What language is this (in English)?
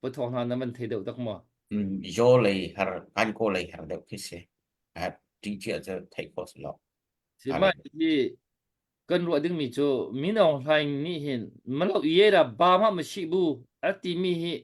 Hakha Chin